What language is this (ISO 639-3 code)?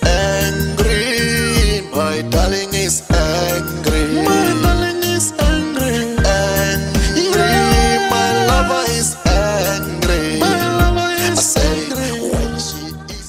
tso